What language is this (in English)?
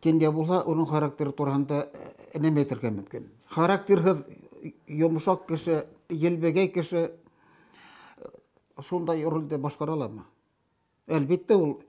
Bashkir